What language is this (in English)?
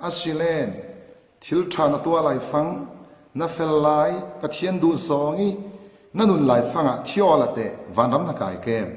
Falam Chin